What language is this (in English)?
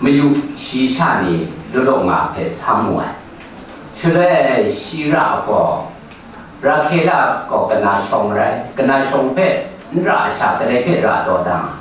Kachin